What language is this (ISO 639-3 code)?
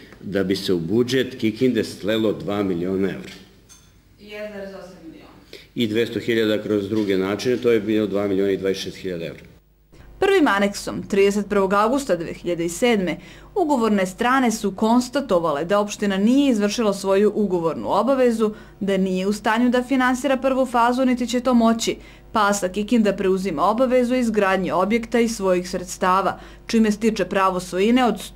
srp